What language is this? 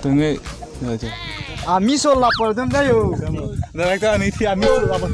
Karbi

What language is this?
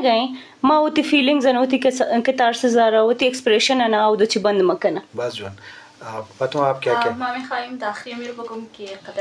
Eastern Balochi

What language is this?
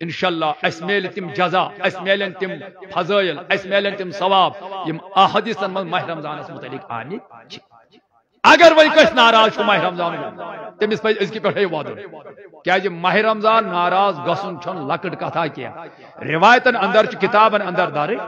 Kashmiri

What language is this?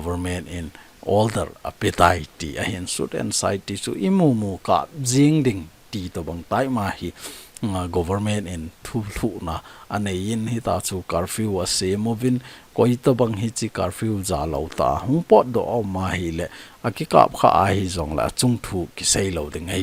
Thado Chin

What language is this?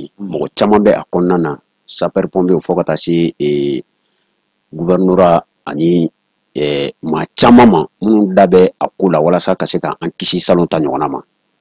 Bambara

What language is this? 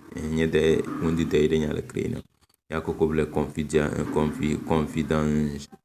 Tem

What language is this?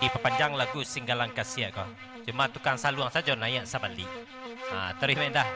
Minangkabau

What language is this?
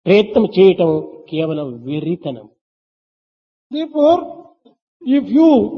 Telugu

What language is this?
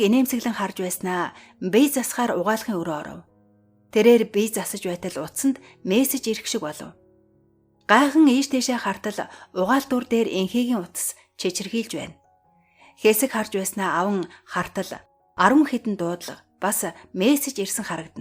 Mongolian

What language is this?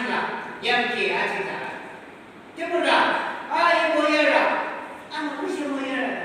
Yimchungru Naga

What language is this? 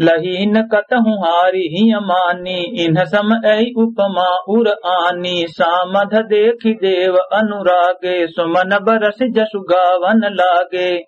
Awadhi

